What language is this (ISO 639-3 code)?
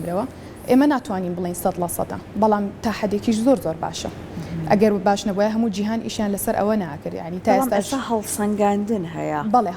ckb